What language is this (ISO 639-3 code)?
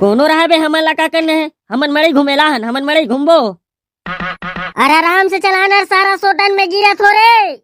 hne